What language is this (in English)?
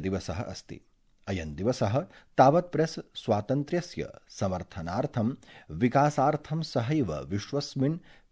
Sanskrit